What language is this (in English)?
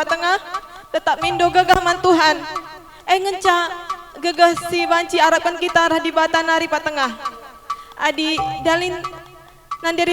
Batak Karo